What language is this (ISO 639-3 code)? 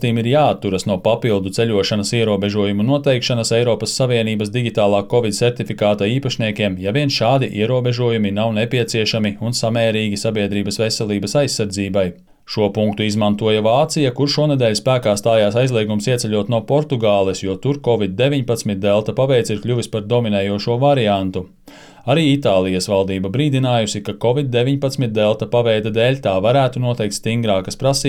lav